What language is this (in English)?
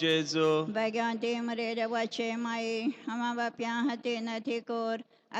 Konkani